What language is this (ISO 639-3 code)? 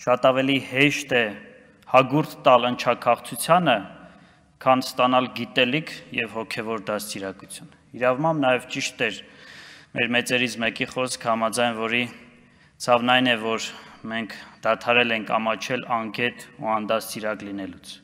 hye